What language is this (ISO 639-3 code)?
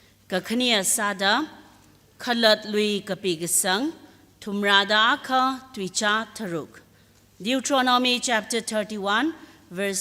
nmf